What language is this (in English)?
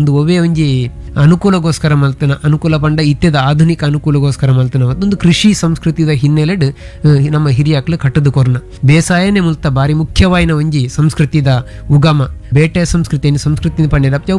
Tulu